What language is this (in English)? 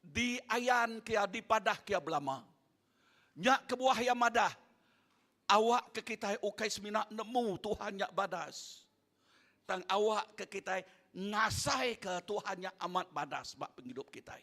Iban